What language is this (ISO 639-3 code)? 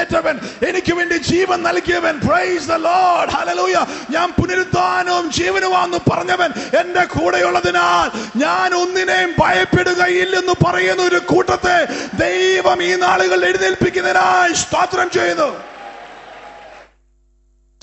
mal